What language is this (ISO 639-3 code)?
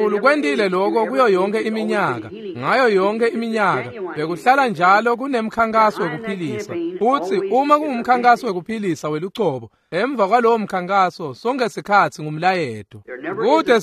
ssw